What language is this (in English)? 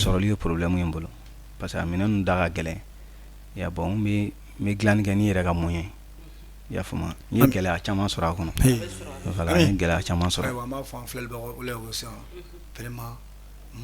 Bambara